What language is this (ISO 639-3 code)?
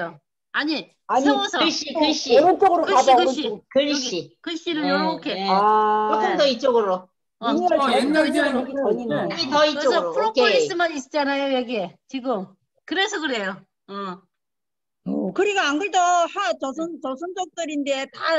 kor